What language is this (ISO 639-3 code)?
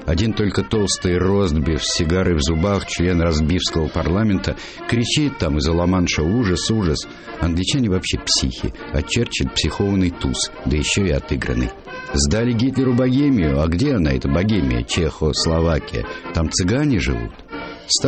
rus